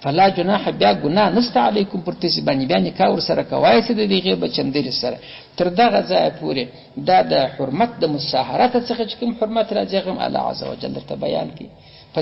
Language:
Pashto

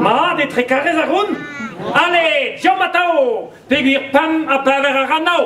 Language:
Breton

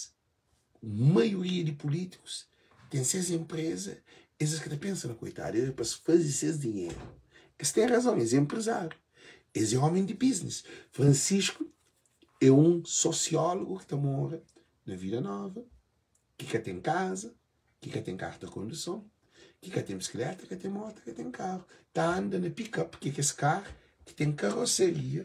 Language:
Kabuverdianu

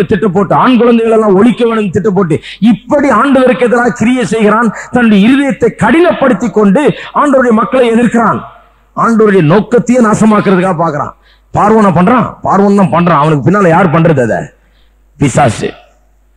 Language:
Tamil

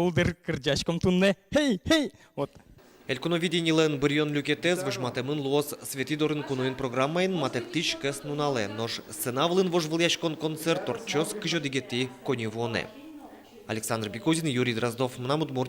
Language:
Udmurt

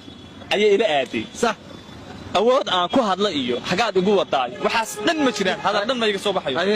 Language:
Somali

